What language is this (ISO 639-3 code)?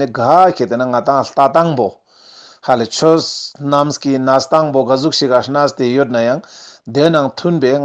lbj